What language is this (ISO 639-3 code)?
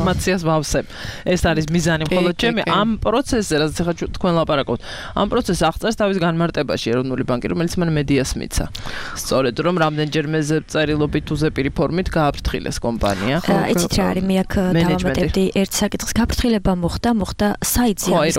kat